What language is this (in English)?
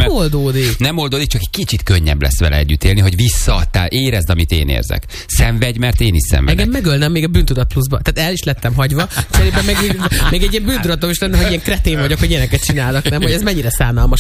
Hungarian